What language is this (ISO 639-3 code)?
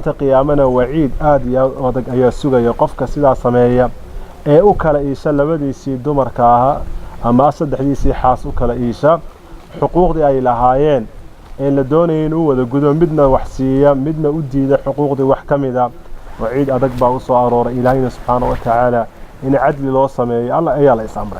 som